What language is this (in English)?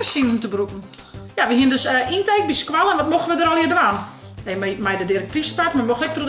Western Frisian